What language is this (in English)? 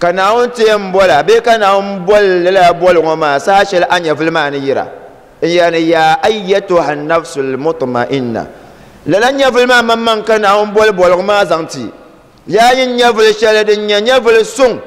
Dagbani